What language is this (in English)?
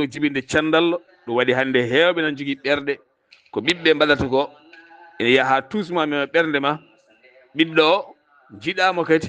Fula